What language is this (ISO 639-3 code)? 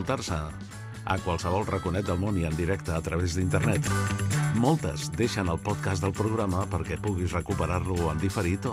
cat